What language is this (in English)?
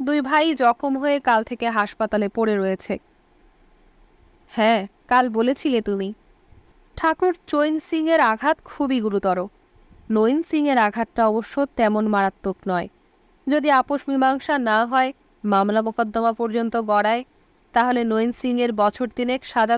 Bangla